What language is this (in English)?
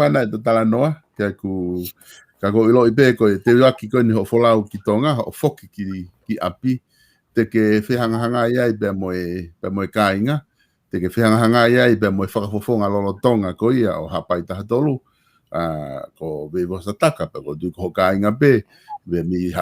Tongan